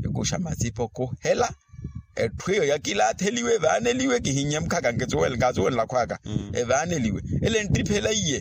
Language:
Makhuwa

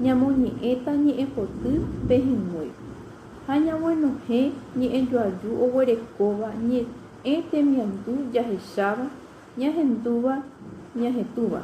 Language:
Guarani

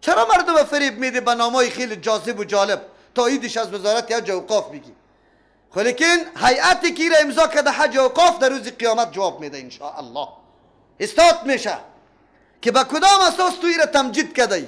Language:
Persian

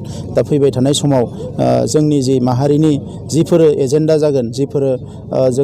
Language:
Bodo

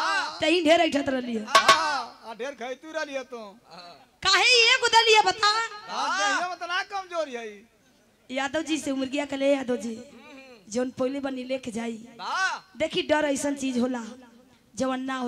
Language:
Bhojpuri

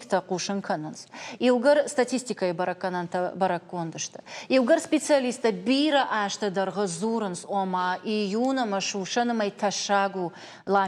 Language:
Ossetic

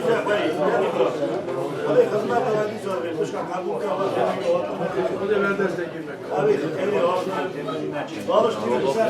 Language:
Kurdish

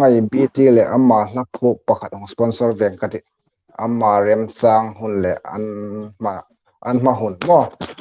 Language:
Hmar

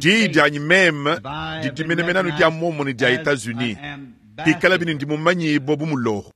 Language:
Luba-Lulua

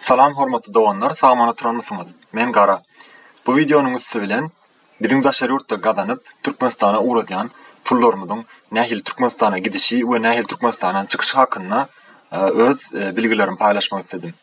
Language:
Turkmen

